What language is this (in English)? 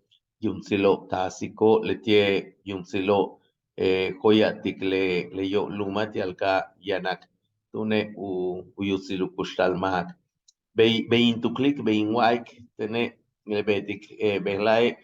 Yucateco